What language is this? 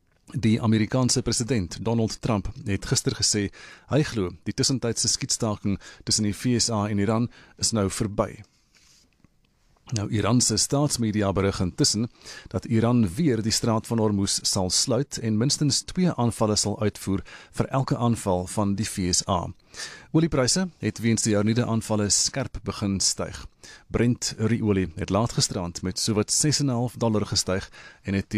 Afrikaans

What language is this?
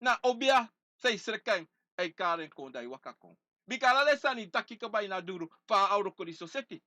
Sranan Tongo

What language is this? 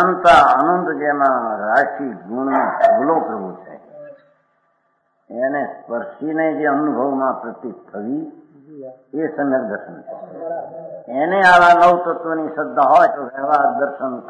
Gujarati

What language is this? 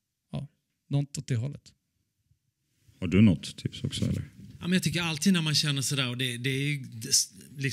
Swedish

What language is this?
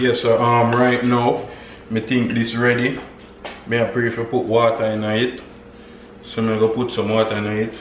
Jamaican Creole English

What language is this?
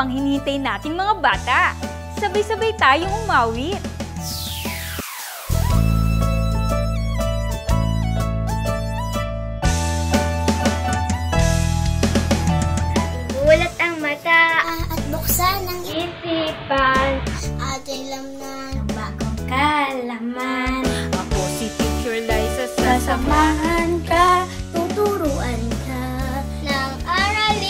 Filipino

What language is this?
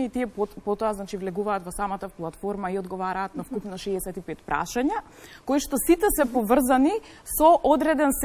Macedonian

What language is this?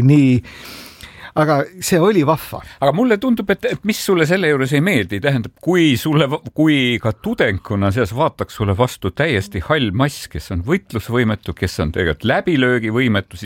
Estonian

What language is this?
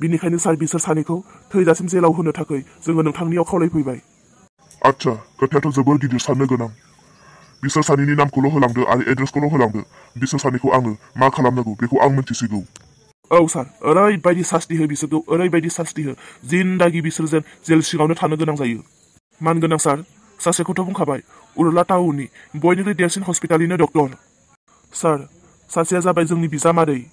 Bodo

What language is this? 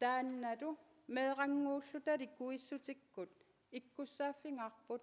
Kalaallisut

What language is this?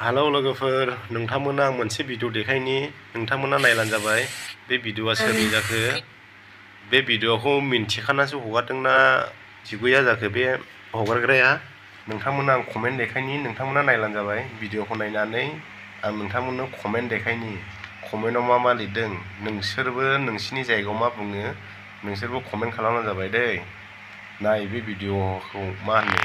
Bodo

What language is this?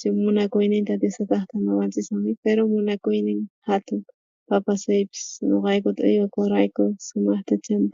South Bolivian Quechua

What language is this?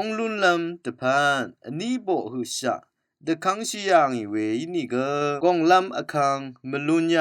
Rawang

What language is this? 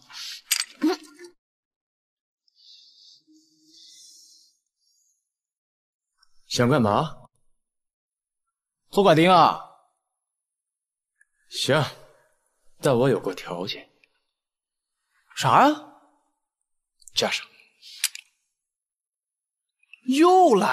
Chinese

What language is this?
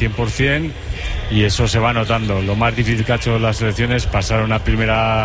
Spanish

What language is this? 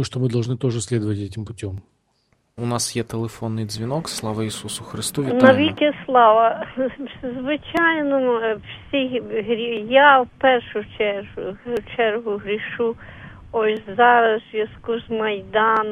Ukrainian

